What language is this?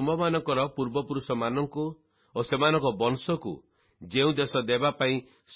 Odia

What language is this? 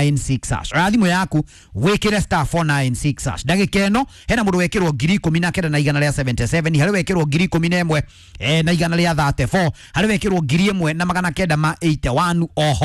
Kikuyu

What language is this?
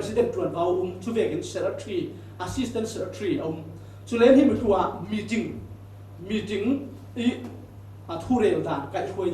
Falam Chin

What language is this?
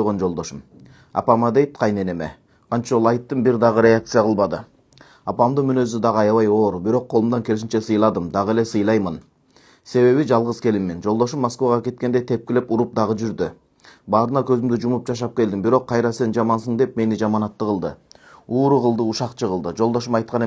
Kyrgyz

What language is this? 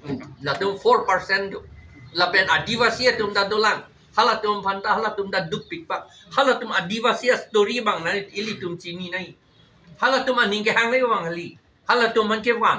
Karbi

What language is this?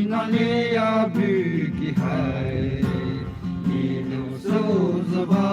Poumei Naga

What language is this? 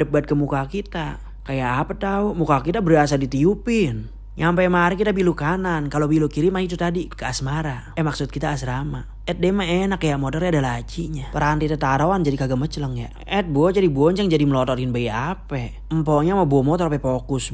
Betawi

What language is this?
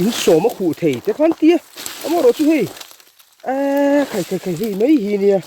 Mizo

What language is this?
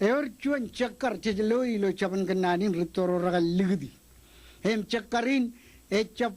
Marshallese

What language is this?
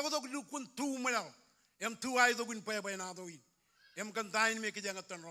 Marshallese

